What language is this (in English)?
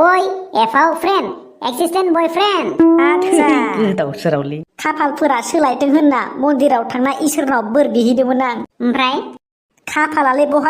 Bodo